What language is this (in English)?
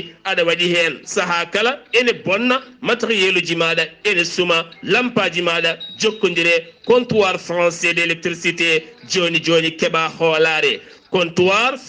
Fula